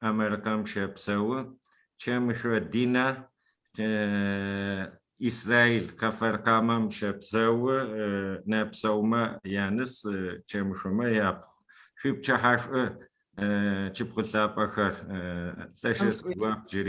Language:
Adyghe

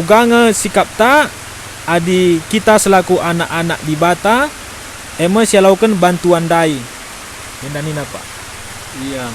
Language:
Batak Karo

